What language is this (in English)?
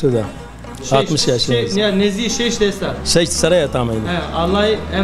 Zaza